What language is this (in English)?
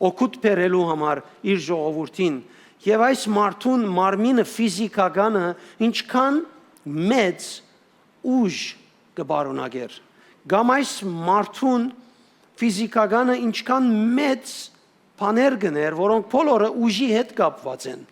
Western Armenian